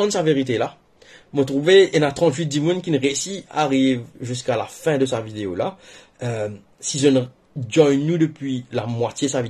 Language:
Morisyen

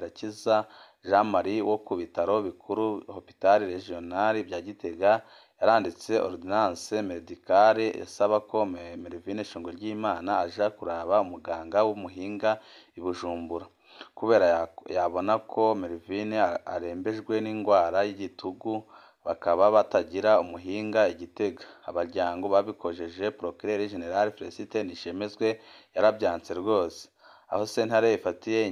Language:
Rundi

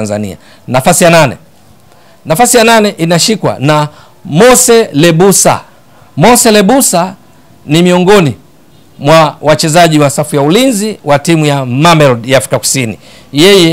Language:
Swahili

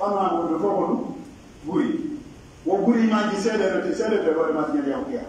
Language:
Pular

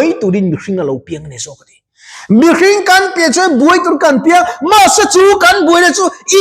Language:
Mizo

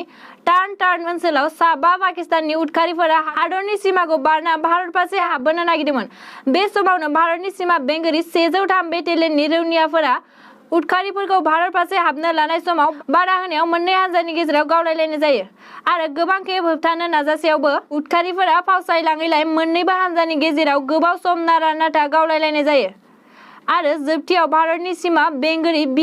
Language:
Bodo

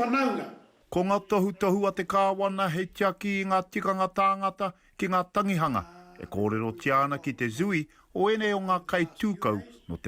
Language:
Māori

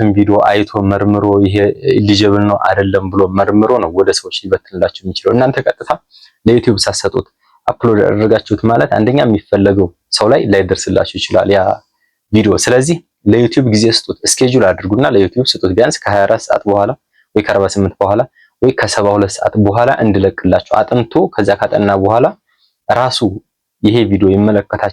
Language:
Amharic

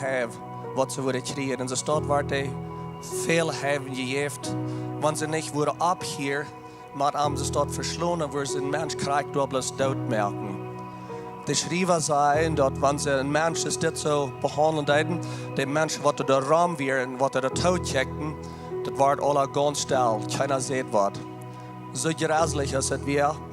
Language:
Plautdietsch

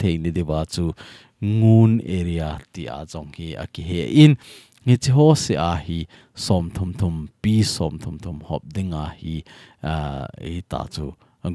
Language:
Thado Chin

